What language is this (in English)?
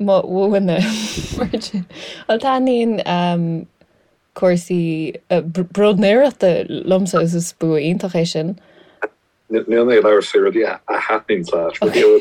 Irish